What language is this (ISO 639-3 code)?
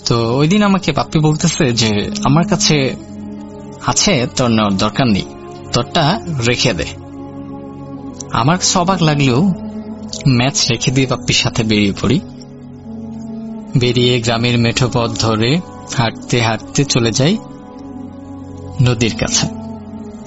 ben